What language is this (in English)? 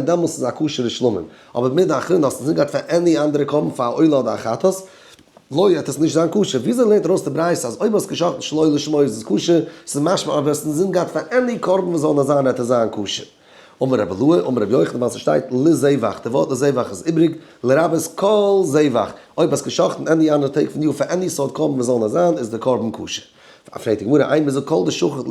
Yiddish